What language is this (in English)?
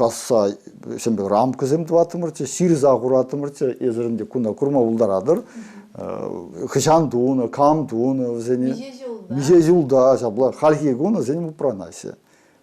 Chuvash